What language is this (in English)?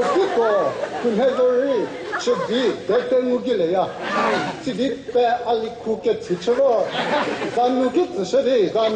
Chokri Naga